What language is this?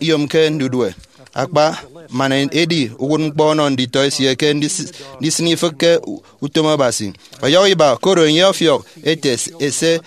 Efik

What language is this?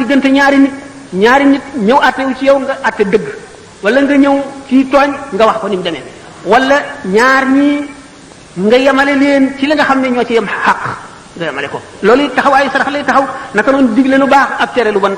Wolof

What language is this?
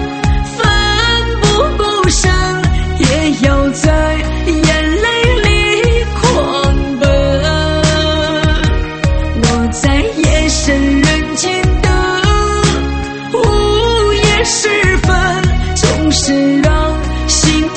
Chinese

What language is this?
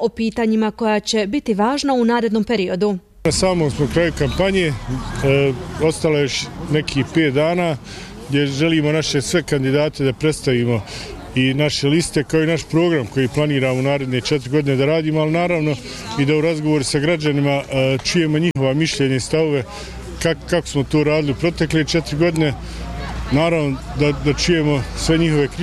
Bosnian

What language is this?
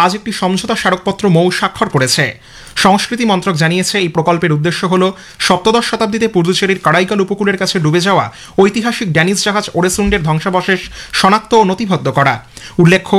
Bangla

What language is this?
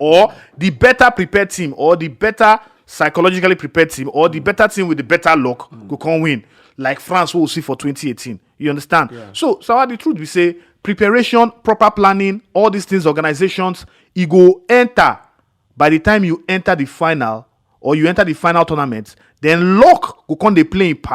Nigerian Pidgin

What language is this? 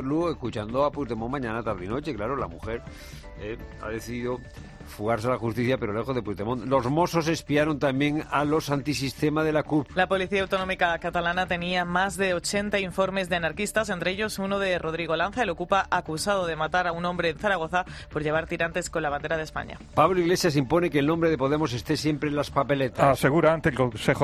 Spanish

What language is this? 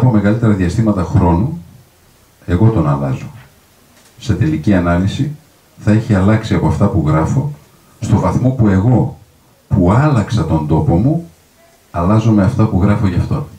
Greek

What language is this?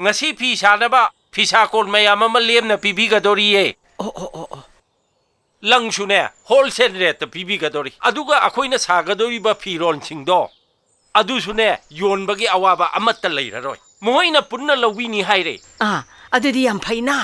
Manipuri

